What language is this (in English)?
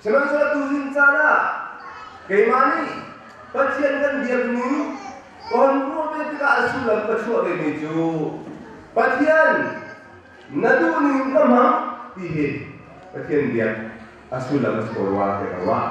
Hakha Chin